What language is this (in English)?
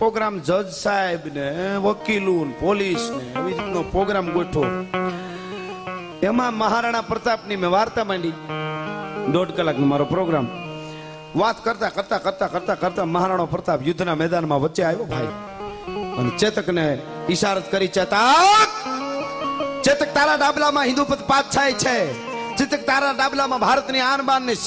Gujarati